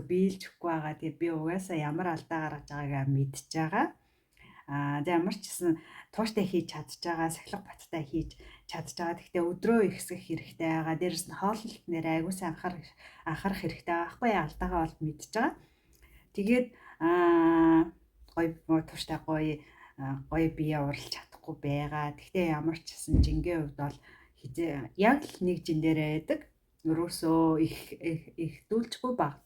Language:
Mongolian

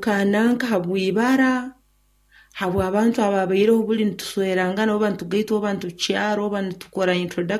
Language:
Nyoro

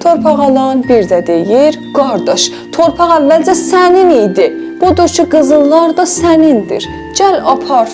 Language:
South Azerbaijani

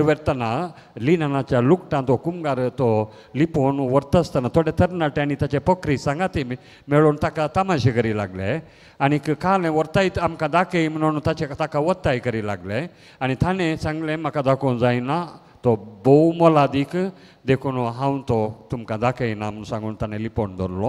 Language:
Konkani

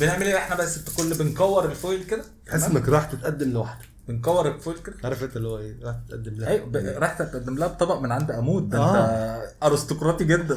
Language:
Egyptian Arabic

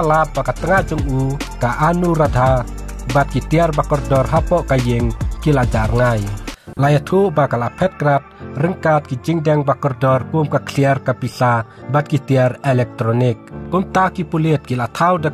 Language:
Khasi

